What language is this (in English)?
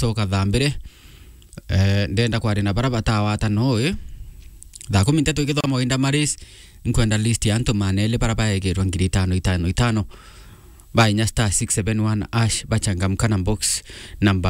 Meru